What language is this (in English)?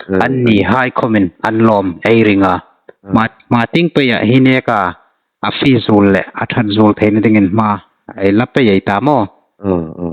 Hmar